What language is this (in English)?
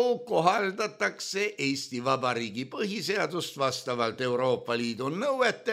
Estonian